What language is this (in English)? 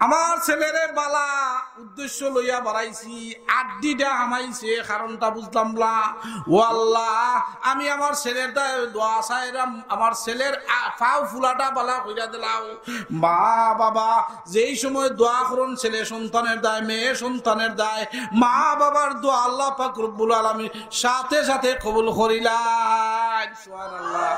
Sylheti